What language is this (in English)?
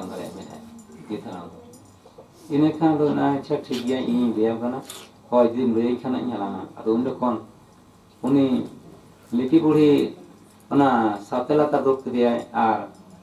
Santali